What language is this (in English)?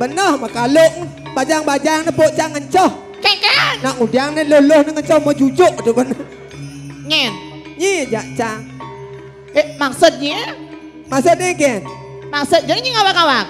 Balinese